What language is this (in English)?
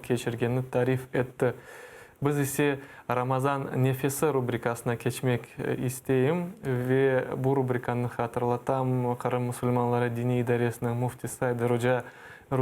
Crimean Tatar